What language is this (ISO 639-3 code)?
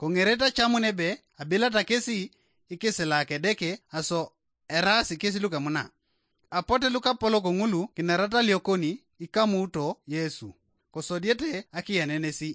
teo